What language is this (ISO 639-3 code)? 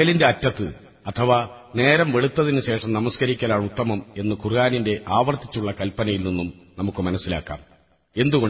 mal